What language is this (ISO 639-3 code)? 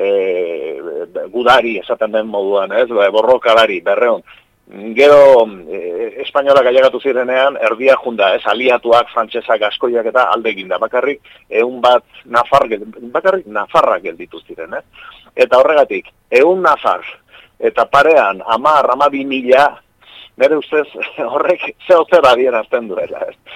eus